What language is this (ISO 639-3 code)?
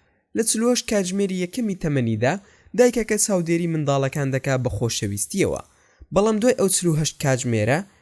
ckb